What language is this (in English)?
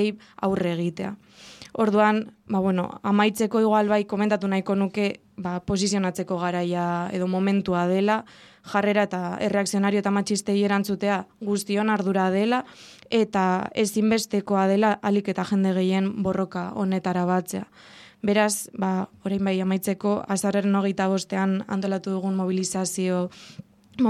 Basque